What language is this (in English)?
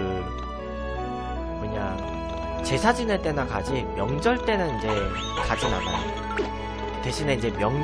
Korean